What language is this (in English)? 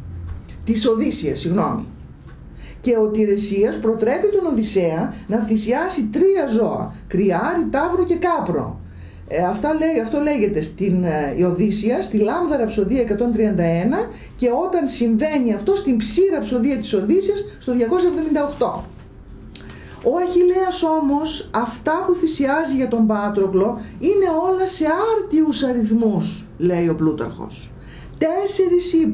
Greek